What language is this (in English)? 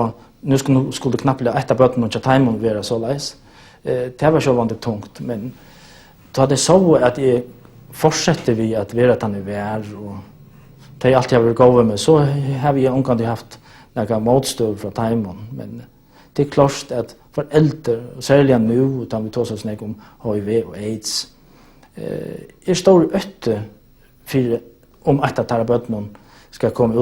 Faroese